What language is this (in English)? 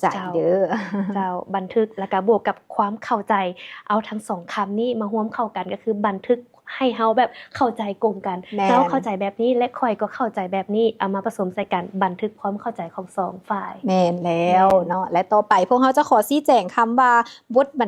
Lao